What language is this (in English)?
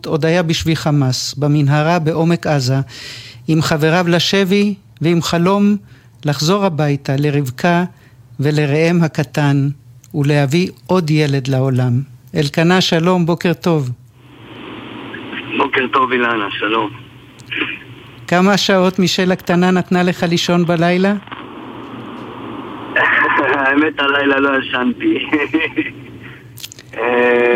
Hebrew